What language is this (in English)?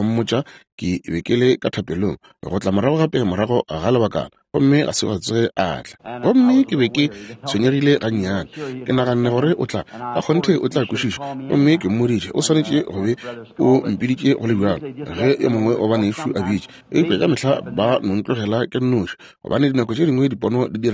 Northern Sotho